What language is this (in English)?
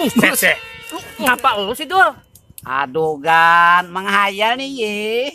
Betawi